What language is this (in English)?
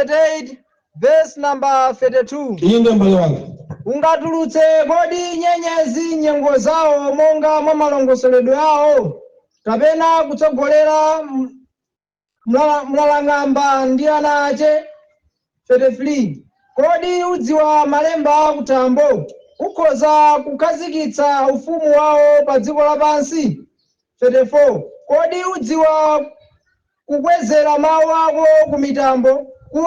Nyanja